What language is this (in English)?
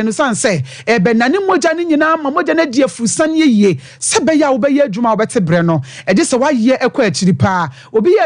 Akan